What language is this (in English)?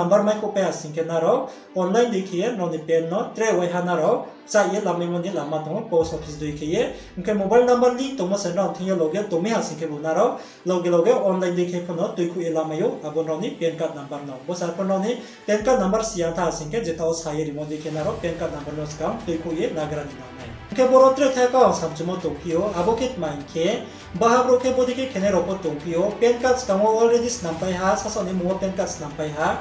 Riang (India)